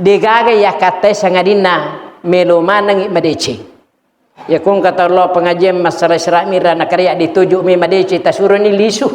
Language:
Buginese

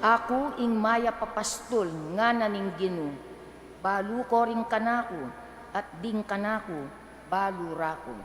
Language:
Pampanga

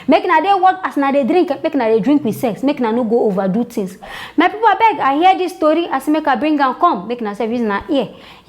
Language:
Nigerian Pidgin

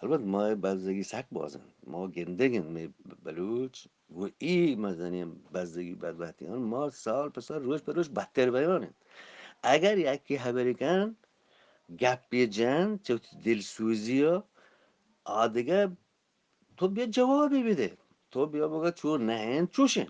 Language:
Eastern Balochi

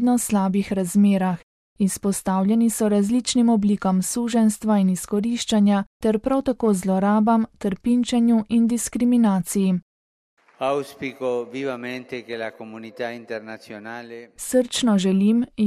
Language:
Slovenian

